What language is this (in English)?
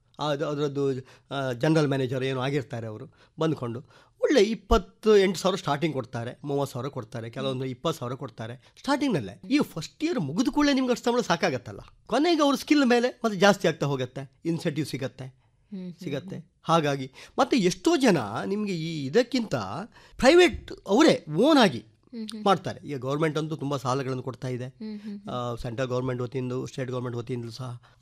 Kannada